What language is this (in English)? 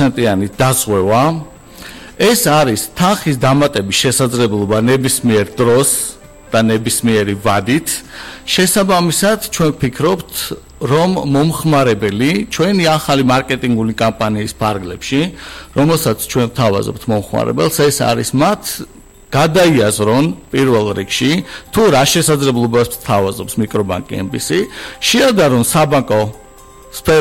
Georgian